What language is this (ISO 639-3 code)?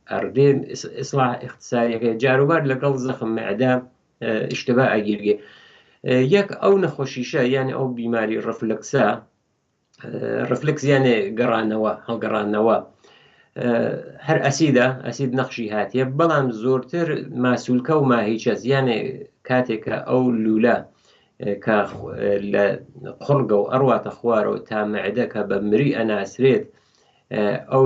ckb